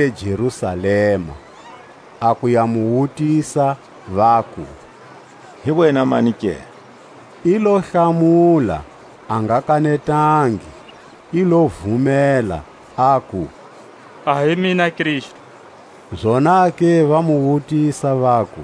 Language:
Tswa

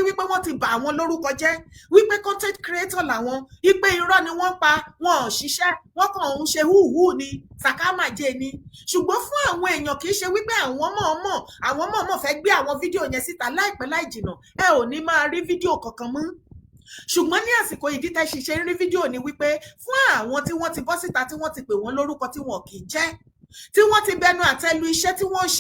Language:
Yoruba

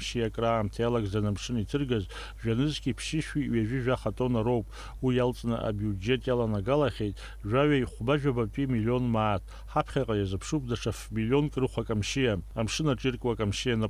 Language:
Abkhazian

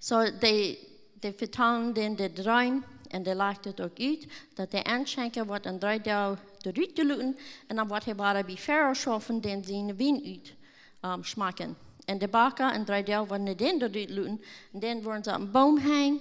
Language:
Plautdietsch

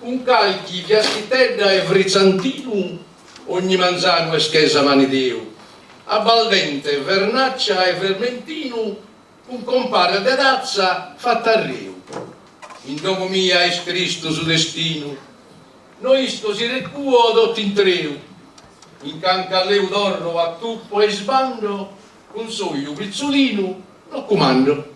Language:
Sardinian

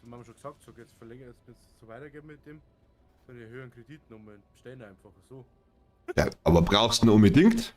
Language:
Bavarian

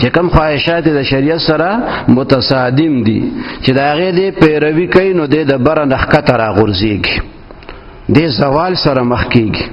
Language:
Pashto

